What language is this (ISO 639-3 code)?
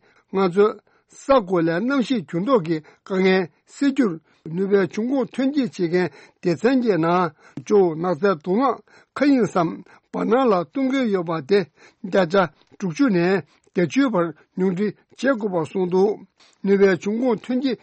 bod